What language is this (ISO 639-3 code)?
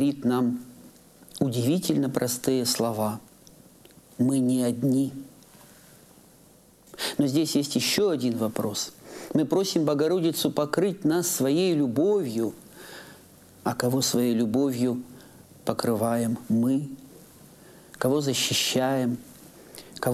rus